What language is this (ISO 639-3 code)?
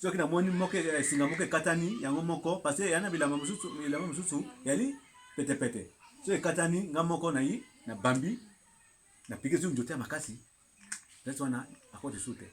lin